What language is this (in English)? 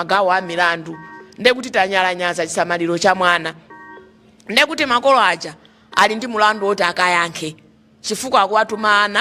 Nyanja